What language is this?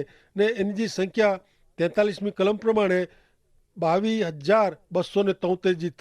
Kachhi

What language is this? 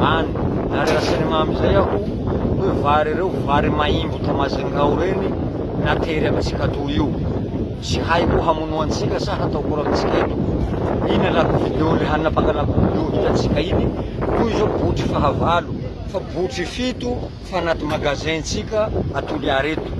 Malagasy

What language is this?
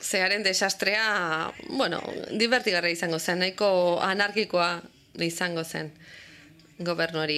Basque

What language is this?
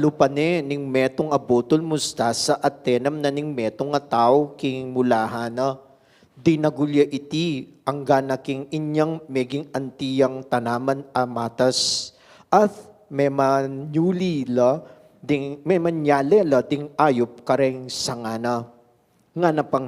Pampanga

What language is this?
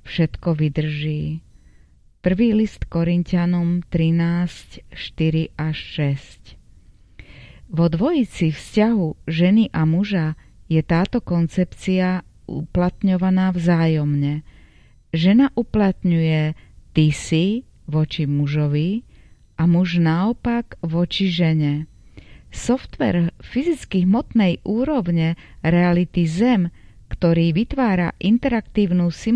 Slovak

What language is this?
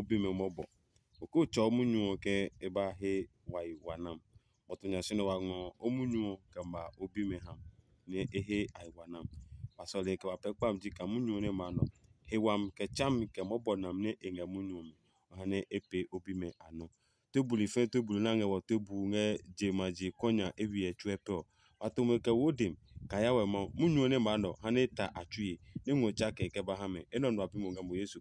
Adangme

